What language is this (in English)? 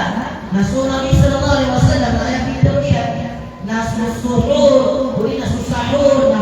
Maranao